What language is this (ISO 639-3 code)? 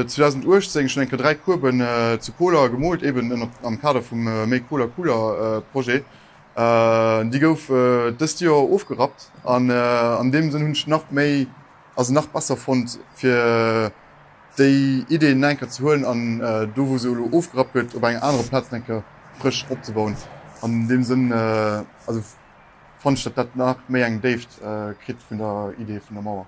ltz